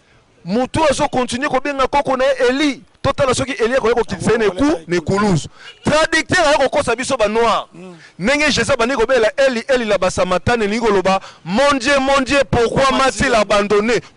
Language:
Lingala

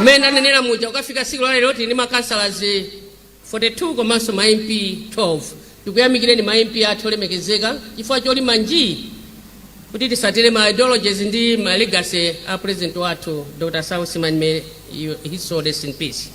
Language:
Nyanja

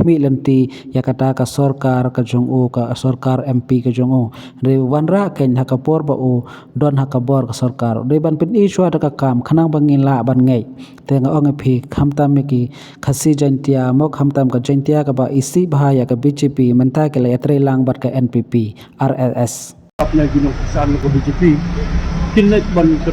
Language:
Khasi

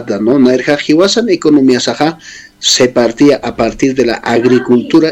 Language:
Aymara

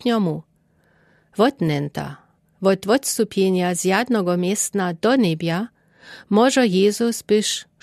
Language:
Lower Sorbian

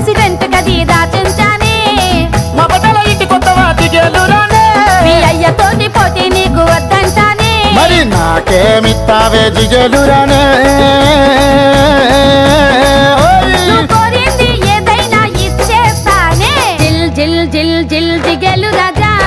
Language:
Telugu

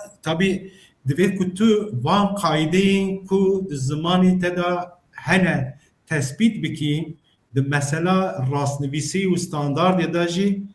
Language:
Kurdish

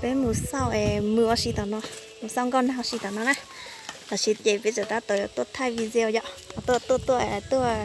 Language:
Hmong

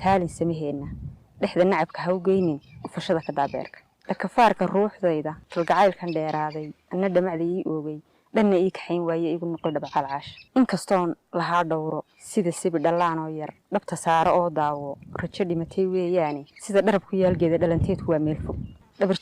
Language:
Somali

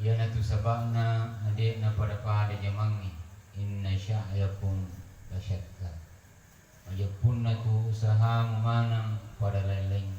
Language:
Buginese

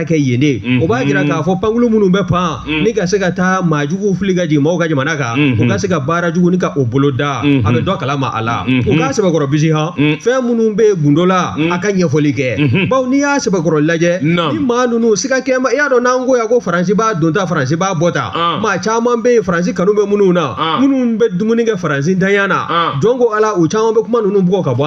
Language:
Bambara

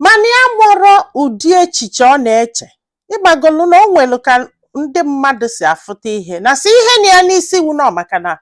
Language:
Igbo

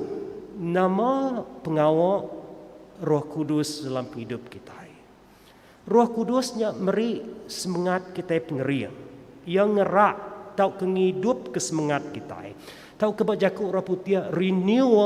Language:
Iban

